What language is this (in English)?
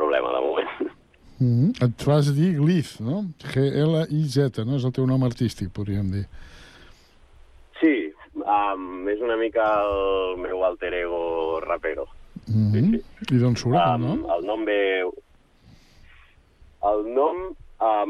Catalan